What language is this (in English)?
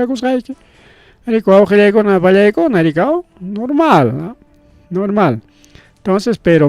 Ayacucho Quechua